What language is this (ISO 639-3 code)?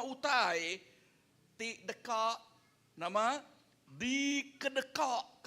iba